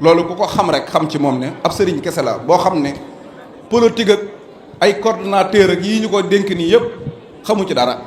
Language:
Wolof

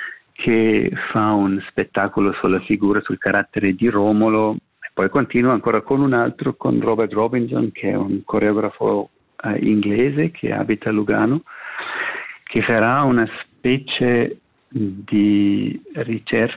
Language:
Italian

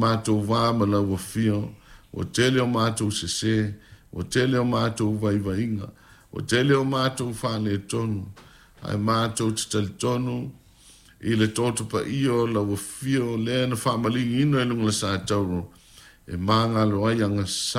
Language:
Samoan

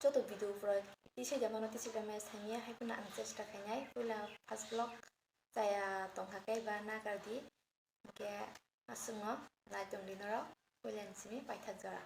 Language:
Kok Borok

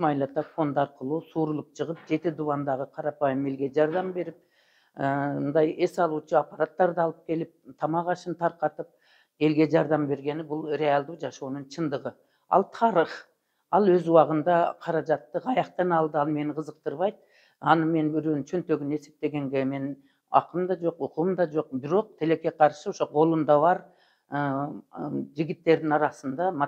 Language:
Kyrgyz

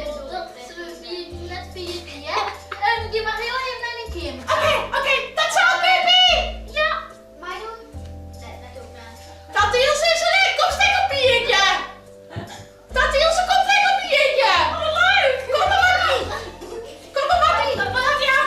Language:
Western Frisian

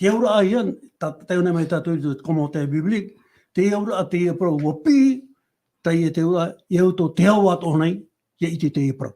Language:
Tahitian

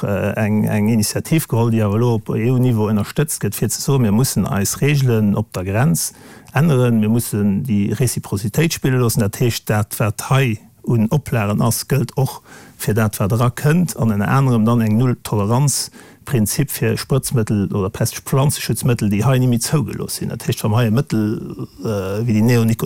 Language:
Luxembourgish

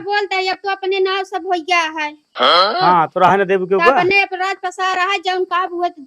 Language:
Awadhi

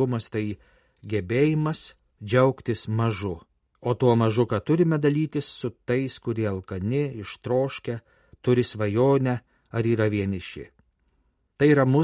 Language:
Lithuanian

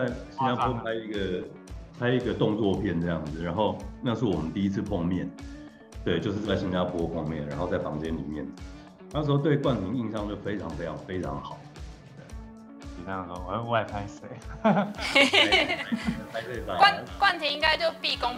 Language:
Chinese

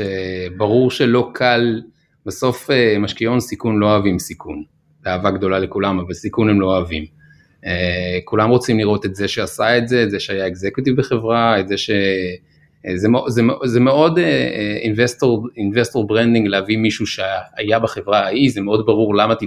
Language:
Hebrew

